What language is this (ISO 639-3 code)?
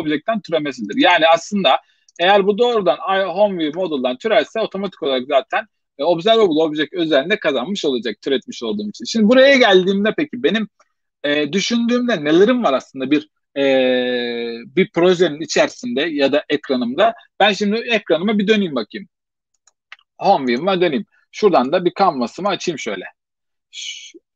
tur